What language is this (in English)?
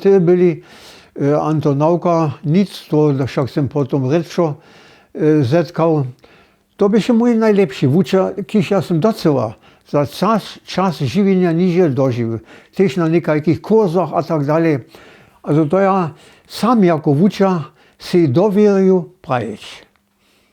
Upper Sorbian